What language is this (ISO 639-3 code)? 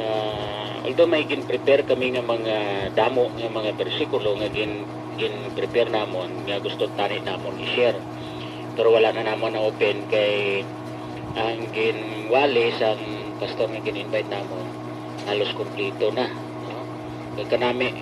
hil